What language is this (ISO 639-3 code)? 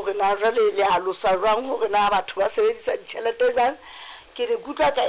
sot